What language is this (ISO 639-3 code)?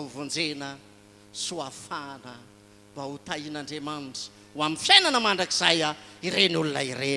mlg